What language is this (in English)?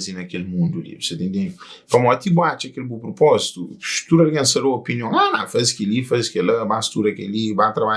Kabuverdianu